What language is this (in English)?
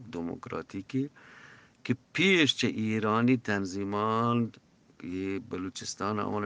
Eastern Balochi